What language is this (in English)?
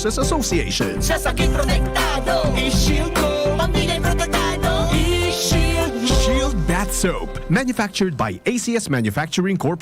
Bikol